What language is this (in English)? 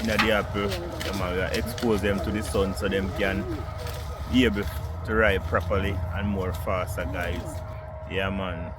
Jamaican Creole English